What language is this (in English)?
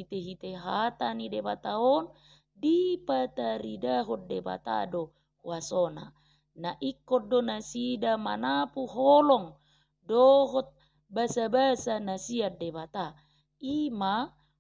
Batak Toba